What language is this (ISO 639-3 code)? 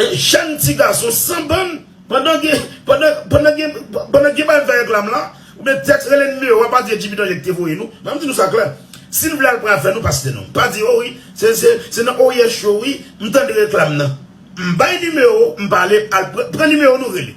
hat